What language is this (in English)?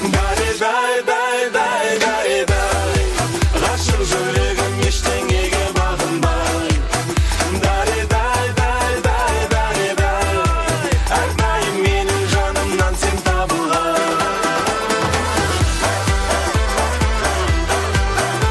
Kazakh